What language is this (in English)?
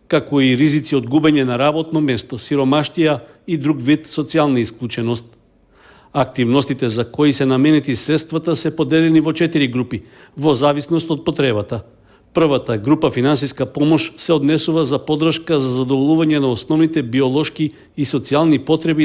Macedonian